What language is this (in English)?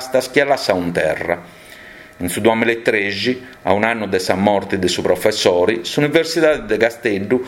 Sardinian